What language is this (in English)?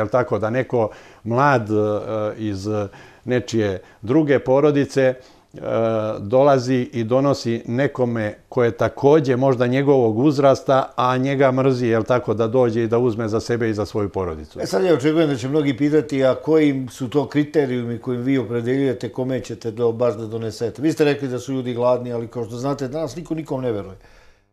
Serbian